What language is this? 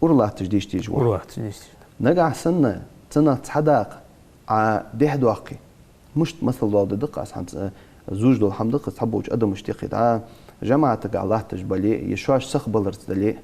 Ingush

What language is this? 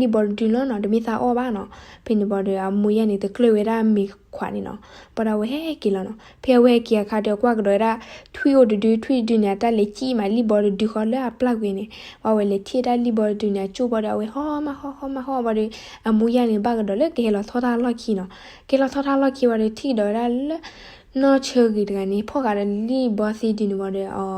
S'gaw Karen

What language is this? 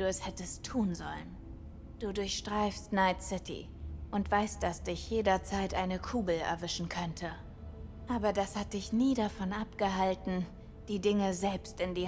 Bavarian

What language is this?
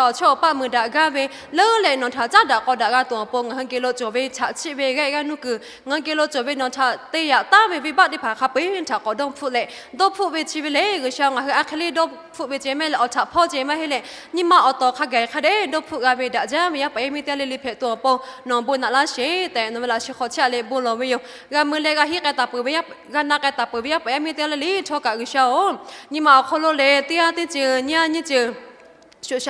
Lahu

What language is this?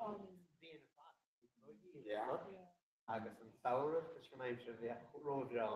Irish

